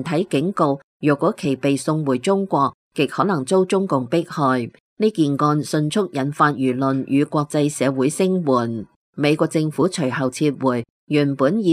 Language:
Cantonese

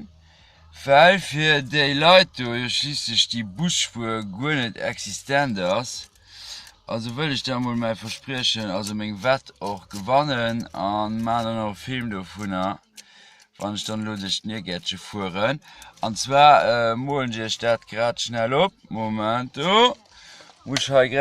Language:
Luxembourgish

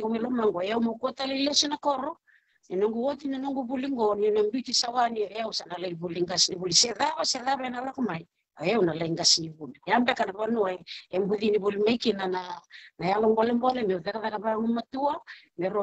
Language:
Fijian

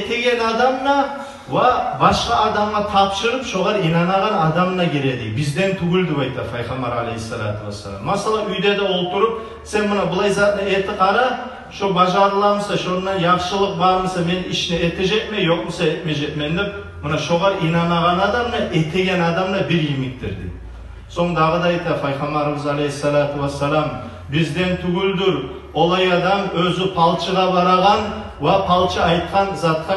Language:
Kumyk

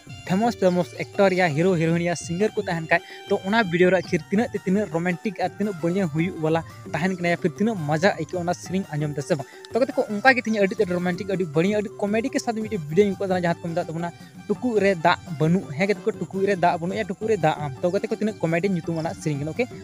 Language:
Santali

